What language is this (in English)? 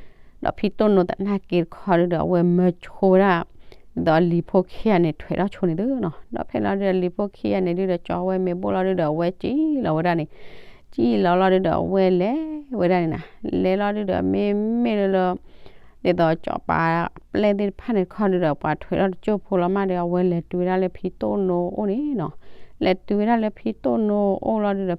S'gaw Karen